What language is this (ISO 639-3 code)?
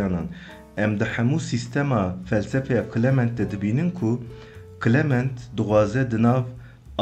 kur